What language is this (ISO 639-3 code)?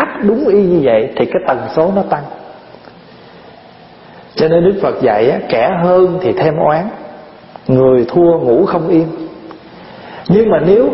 vie